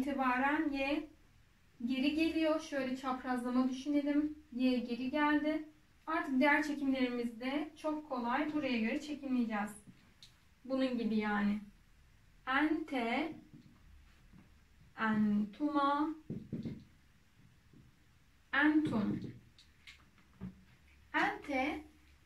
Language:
Turkish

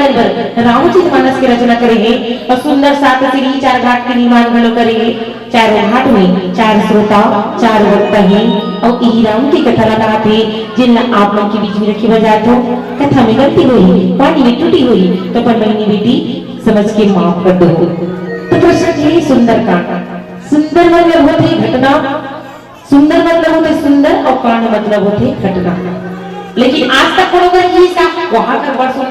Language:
Chhattisgarhi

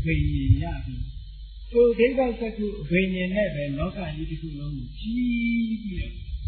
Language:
Burmese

